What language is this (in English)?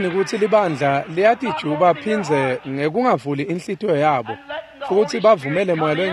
Swati